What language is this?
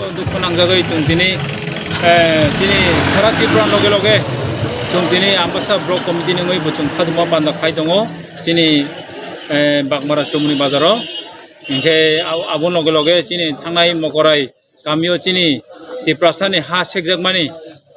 Kok Borok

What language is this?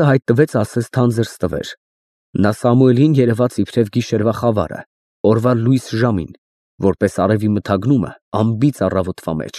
Armenian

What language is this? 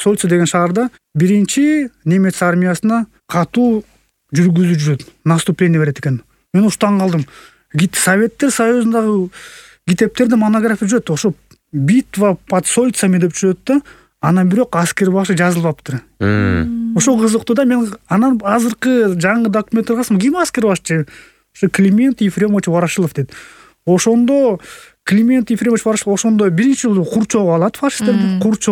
Kyrgyz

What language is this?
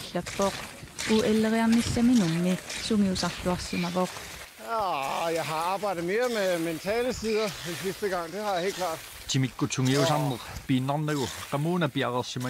Kalaallisut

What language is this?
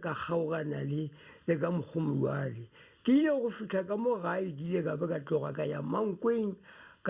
Northern Sotho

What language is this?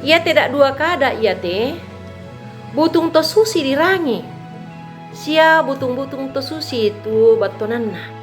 Toraja-Sa'dan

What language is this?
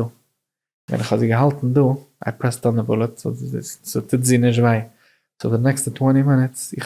Yiddish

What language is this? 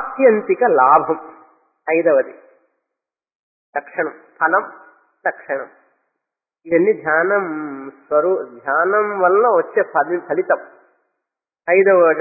Telugu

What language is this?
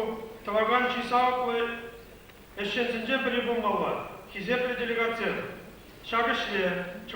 Chuvash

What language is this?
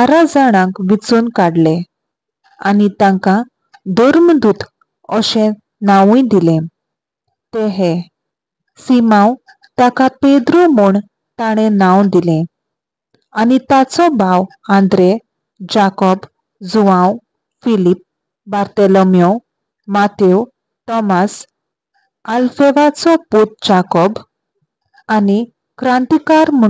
Konkani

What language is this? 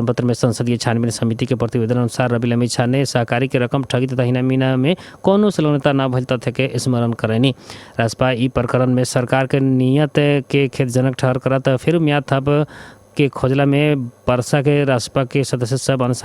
Bhojpuri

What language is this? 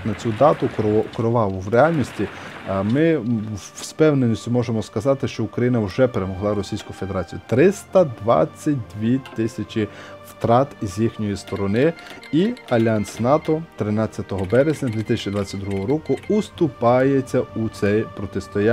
Ukrainian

